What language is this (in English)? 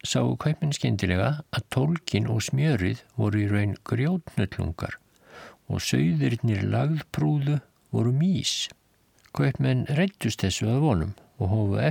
Icelandic